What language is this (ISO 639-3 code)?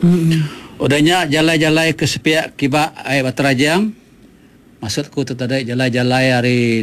iba